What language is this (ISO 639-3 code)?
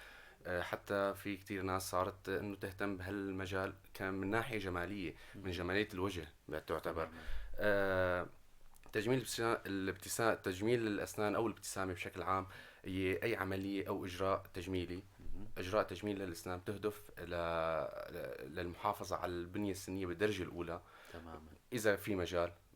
apc